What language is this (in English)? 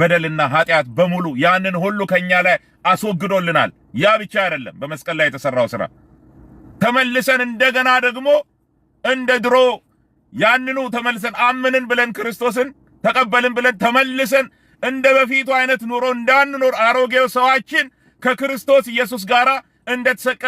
Amharic